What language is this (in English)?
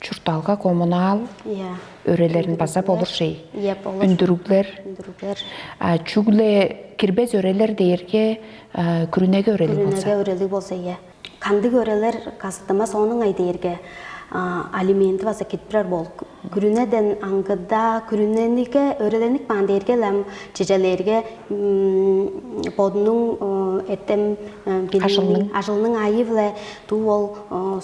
Tuvinian